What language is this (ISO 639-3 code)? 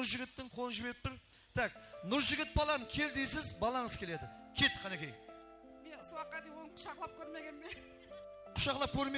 kaa